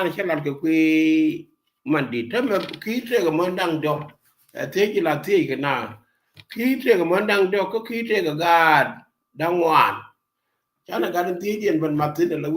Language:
Nuer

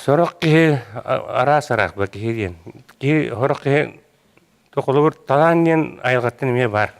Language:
Yakut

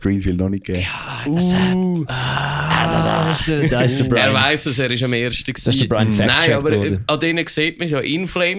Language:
Swiss German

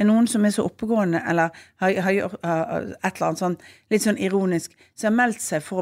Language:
Norwegian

